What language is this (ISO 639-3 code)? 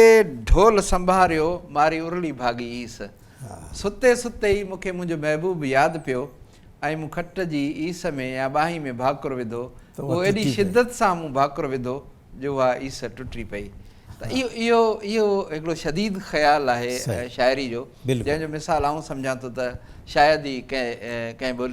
snd